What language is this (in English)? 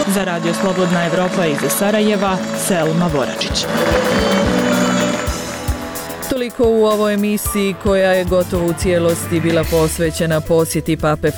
Bosnian